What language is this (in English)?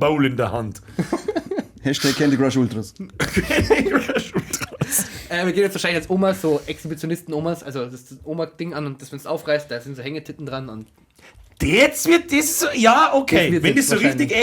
Bavarian